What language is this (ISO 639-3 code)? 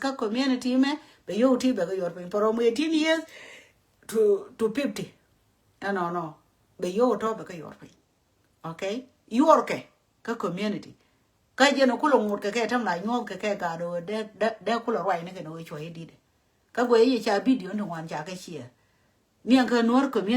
nus